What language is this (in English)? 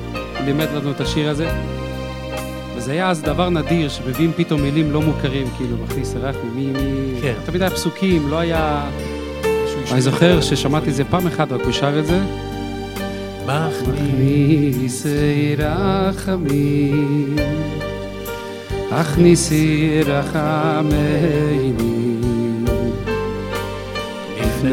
Hebrew